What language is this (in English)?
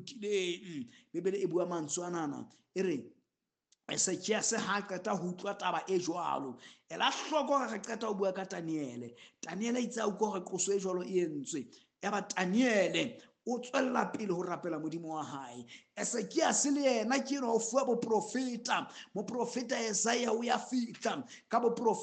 Southern Sotho